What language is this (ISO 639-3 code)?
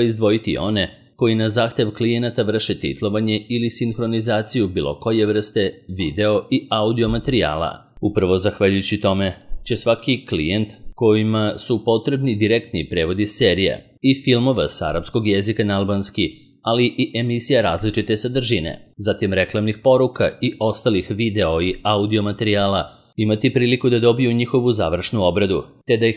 srp